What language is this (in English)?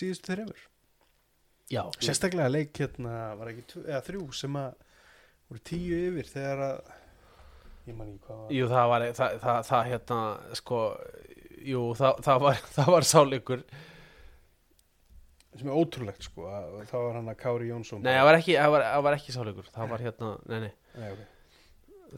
Icelandic